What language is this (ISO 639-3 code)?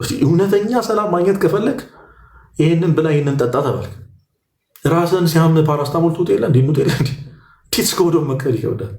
amh